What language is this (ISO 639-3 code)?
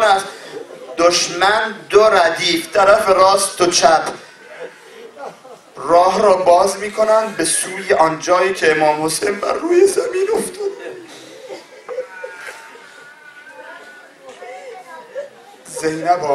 fas